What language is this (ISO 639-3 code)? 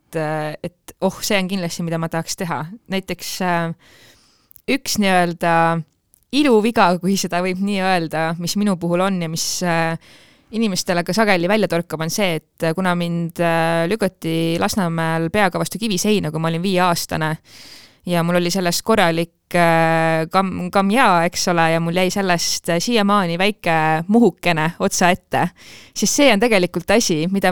est